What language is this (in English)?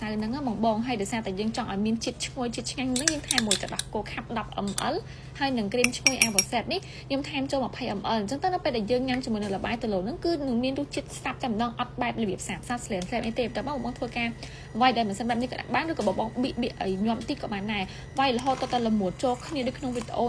Khmer